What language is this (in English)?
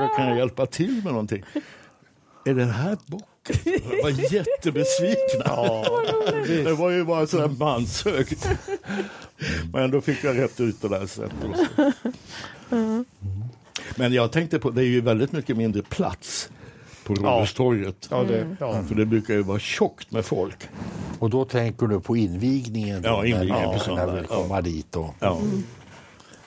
Swedish